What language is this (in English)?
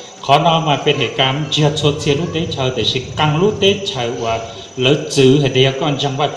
Hmong